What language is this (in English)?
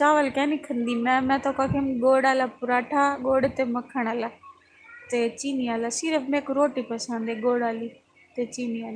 Saraiki